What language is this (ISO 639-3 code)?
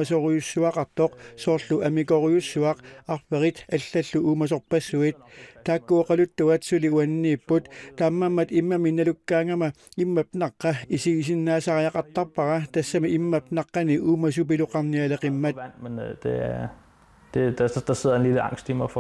kal